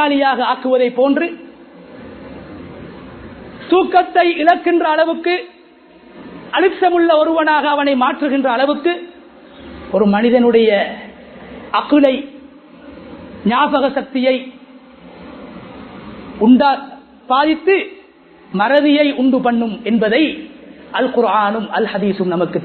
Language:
Tamil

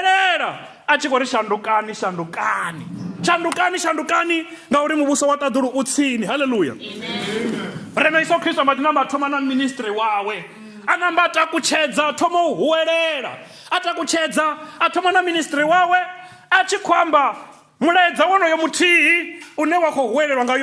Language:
Venda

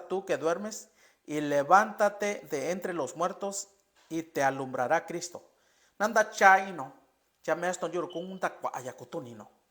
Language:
Mixtepec Mixtec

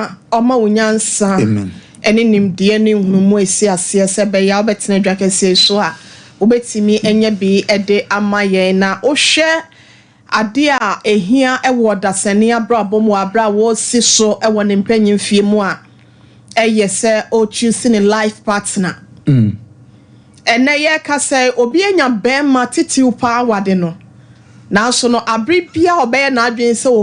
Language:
Akan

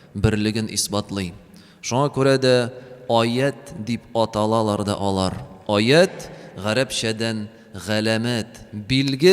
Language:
Tatar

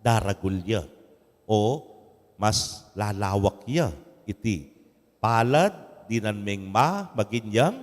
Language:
Pampanga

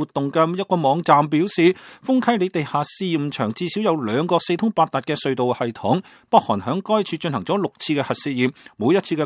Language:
Cantonese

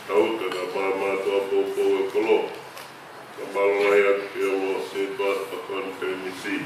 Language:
Tongan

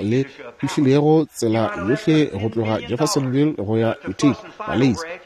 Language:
Northern Sotho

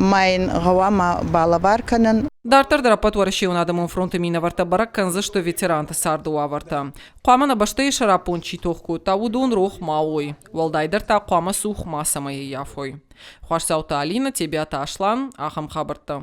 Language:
Ossetic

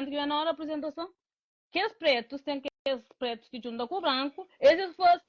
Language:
Kabuverdianu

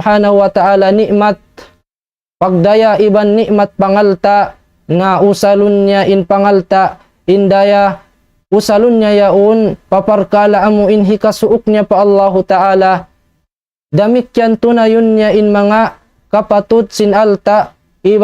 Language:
Tausug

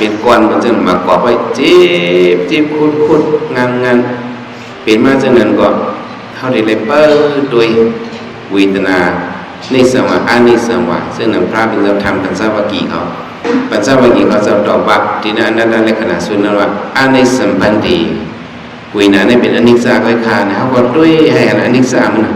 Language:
Shan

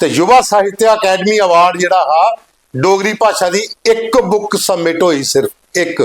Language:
Dogri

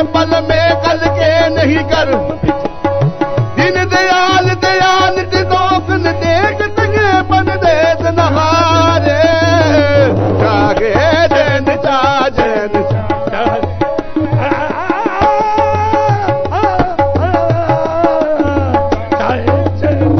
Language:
Punjabi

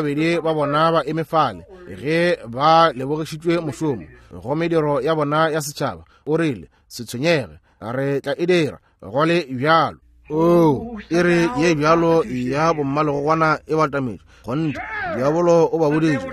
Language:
Northern Sotho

